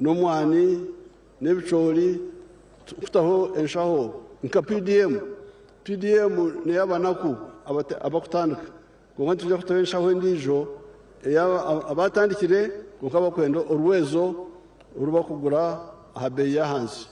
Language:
Nyankole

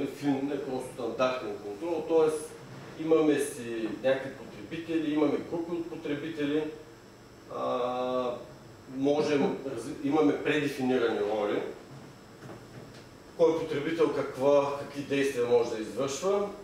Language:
Bulgarian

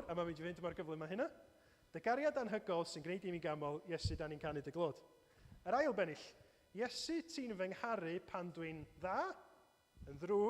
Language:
Welsh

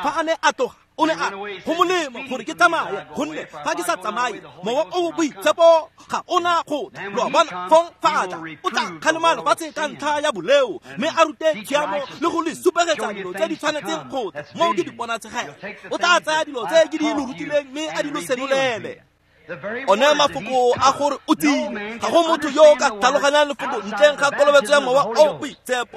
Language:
Tswana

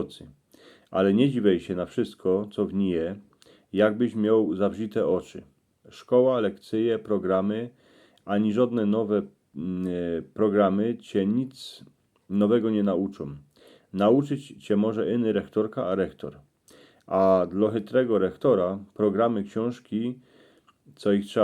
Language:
Silesian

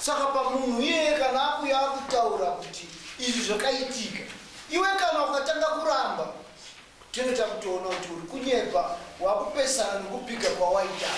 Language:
Shona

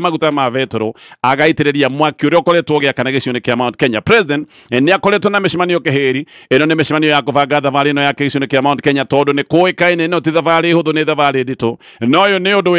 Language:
Kikuyu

